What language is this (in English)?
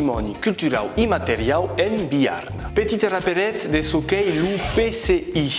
Occitan